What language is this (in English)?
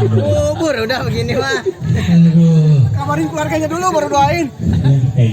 Betawi